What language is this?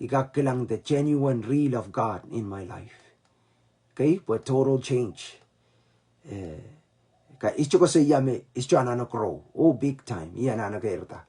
Pohnpeian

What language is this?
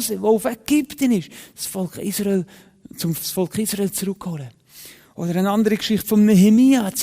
Swiss German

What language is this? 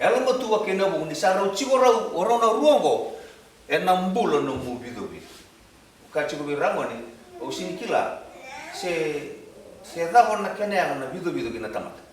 Fijian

